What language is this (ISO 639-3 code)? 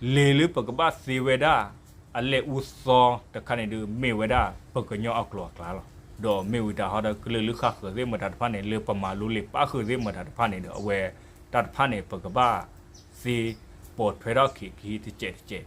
ksw